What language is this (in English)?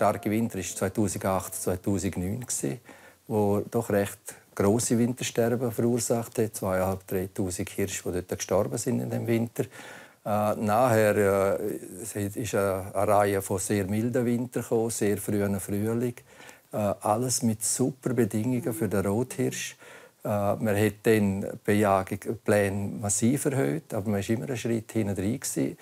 Romansh